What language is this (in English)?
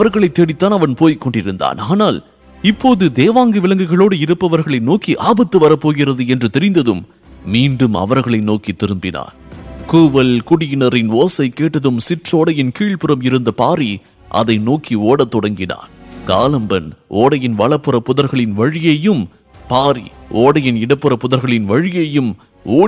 Tamil